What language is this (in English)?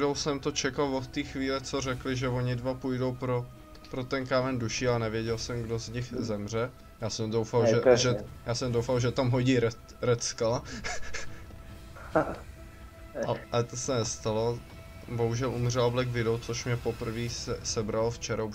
Czech